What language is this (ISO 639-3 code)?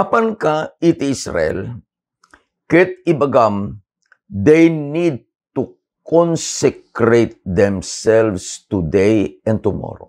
ilo